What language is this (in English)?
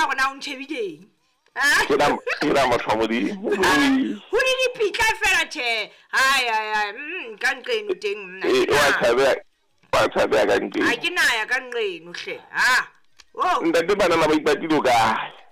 Southern Sotho